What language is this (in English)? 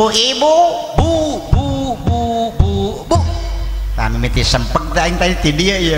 Sundanese